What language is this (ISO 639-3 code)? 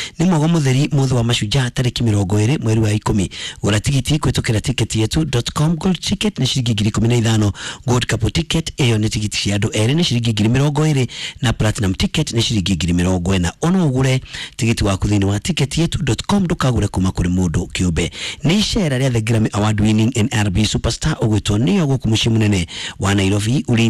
kik